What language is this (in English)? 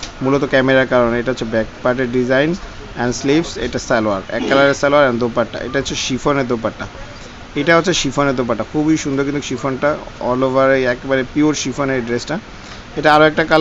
Bangla